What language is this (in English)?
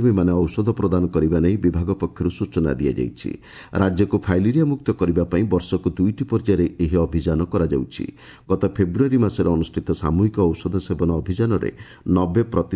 Odia